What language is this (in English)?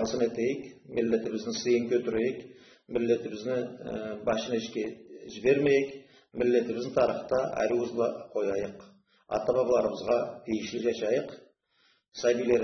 Karachay-Balkar